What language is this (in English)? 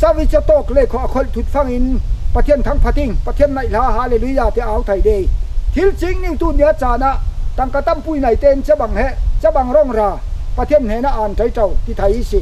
Falam Chin